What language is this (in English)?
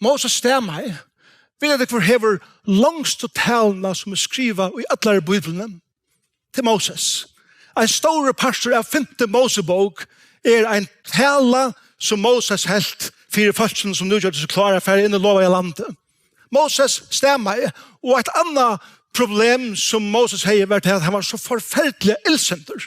Faroese